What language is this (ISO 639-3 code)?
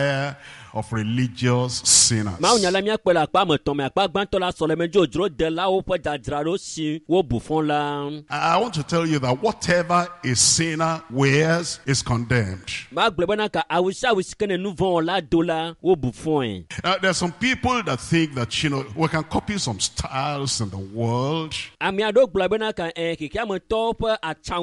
ewe